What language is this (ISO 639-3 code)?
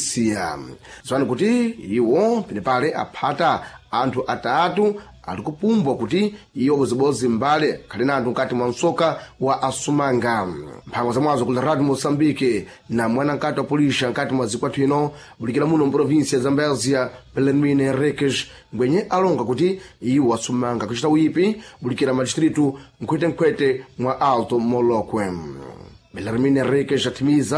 seh